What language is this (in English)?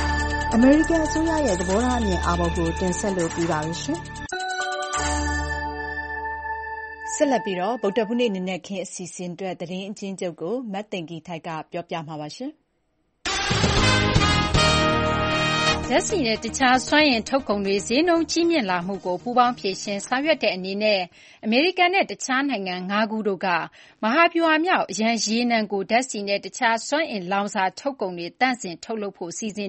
Burmese